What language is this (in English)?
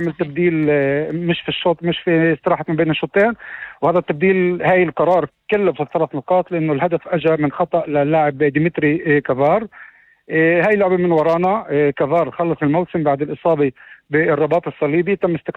North Levantine Arabic